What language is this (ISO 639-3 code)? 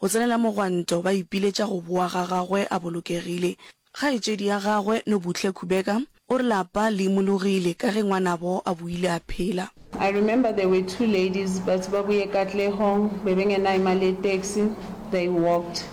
nso